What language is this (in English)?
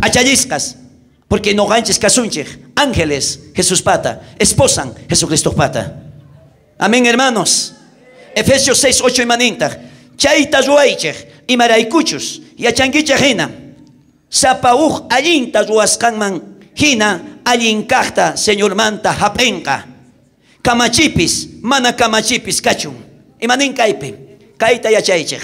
South Bolivian Quechua